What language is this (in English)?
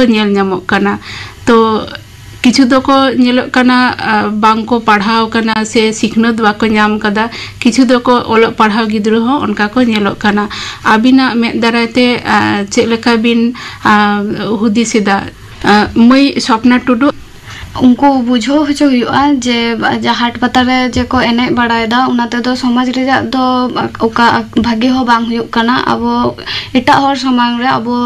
Santali